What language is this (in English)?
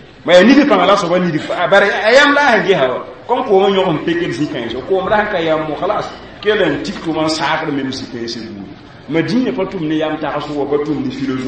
Mossi